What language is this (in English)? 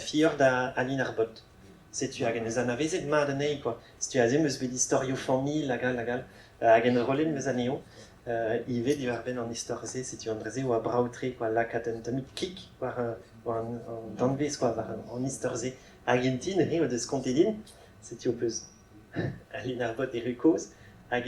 Breton